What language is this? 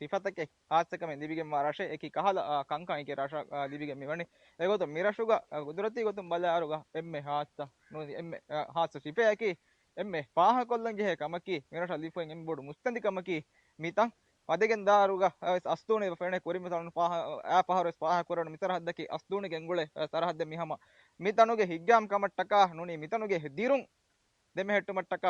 Divehi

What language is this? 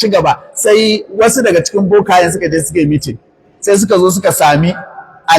Hausa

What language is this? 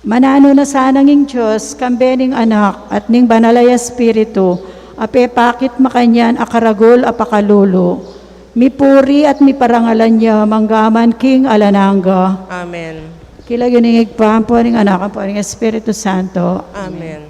Pampanga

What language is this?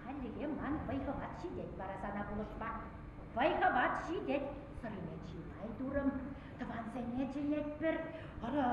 Chuvash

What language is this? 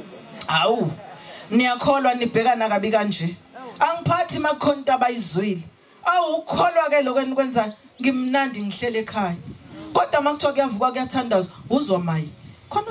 Zulu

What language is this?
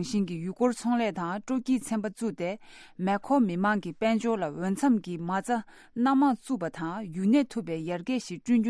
Tibetan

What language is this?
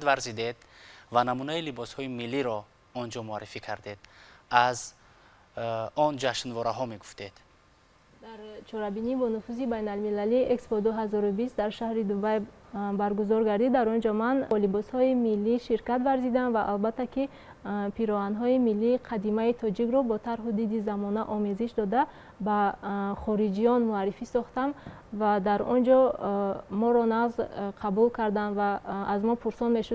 Tajik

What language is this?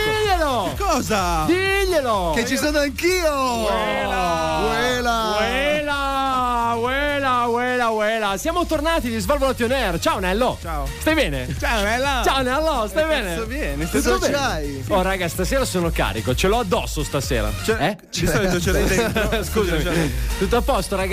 Italian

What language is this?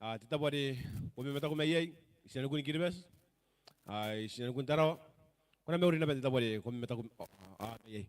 Gilbertese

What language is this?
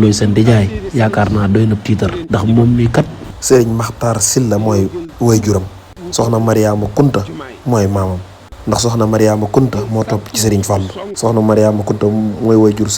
Wolof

